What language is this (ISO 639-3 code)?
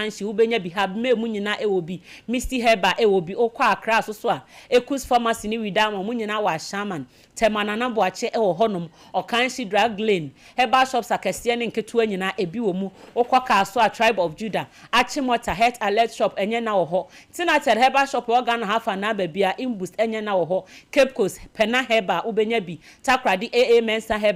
aka